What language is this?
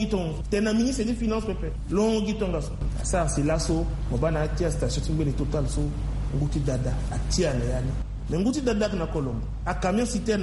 Sango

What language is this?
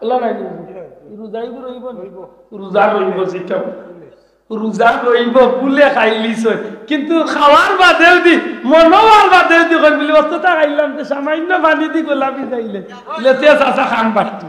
Sylheti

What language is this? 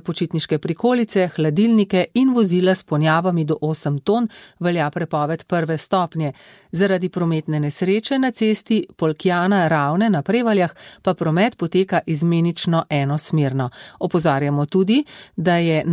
Slovenian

